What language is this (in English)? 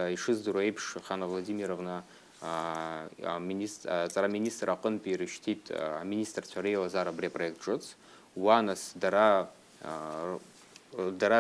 Abkhazian